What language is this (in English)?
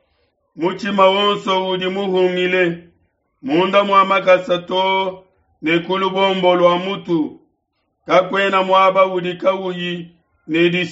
Luba-Lulua